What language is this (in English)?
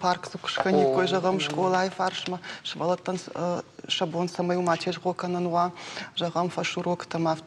Ossetic